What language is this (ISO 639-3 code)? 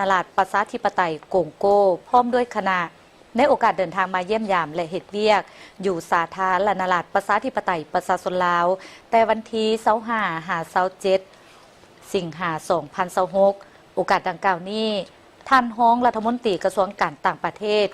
lao